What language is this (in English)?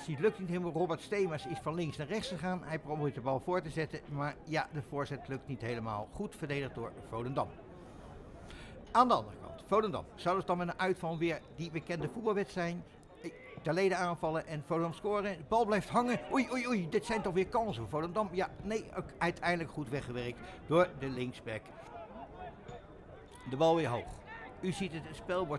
Dutch